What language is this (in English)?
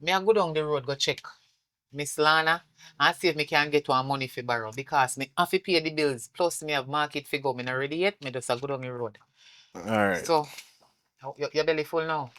Jamaican Creole English